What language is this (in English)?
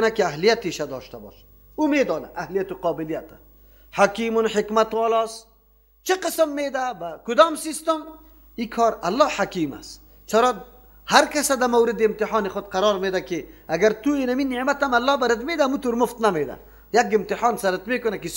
Persian